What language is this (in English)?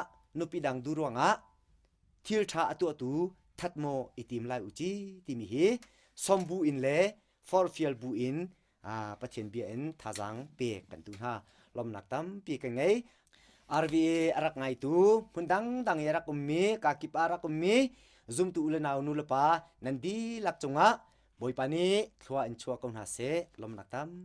Hakha Chin